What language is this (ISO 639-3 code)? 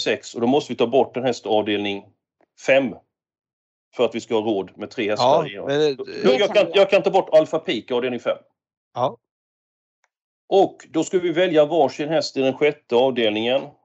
swe